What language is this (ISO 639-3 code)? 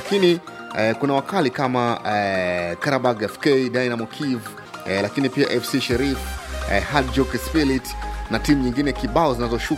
swa